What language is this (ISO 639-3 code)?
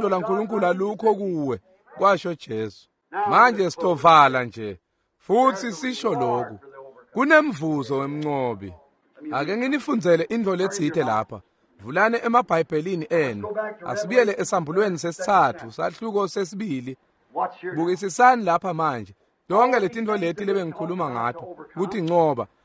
ssw